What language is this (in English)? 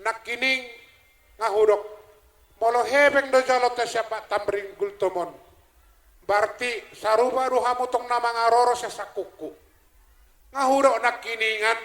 Batak Toba